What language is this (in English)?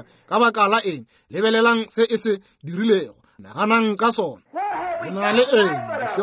Northern Sotho